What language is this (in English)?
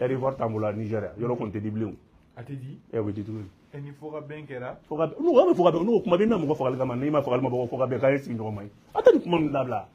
Bambara